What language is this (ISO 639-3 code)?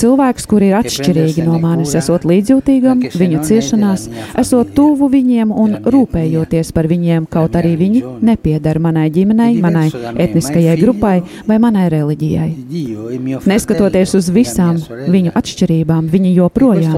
lav